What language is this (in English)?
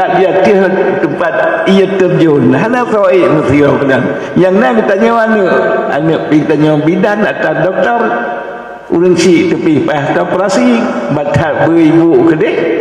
Achinese